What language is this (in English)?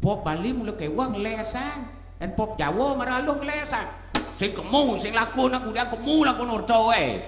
Balinese